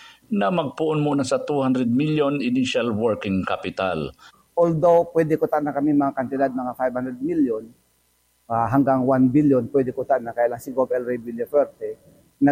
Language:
Bikol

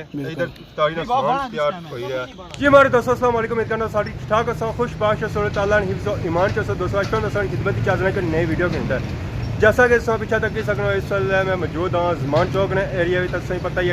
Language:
Pahari-Potwari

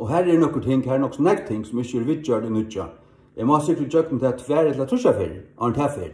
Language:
Faroese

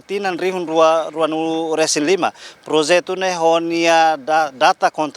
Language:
Tetum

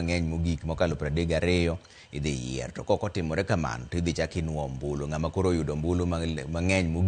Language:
Luo (Kenya and Tanzania)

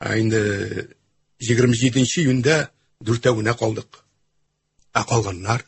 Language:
Tatar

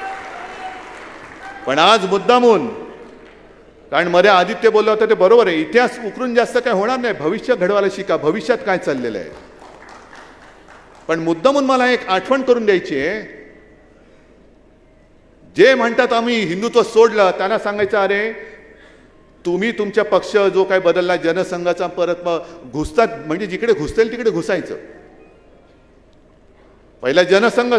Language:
Marathi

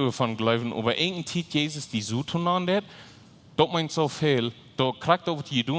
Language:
Plautdietsch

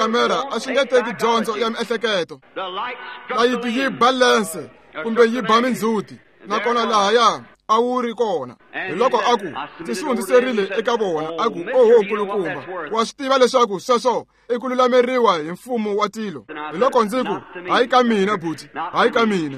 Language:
Tsonga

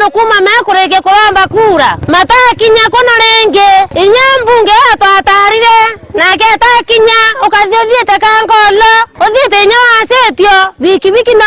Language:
Meru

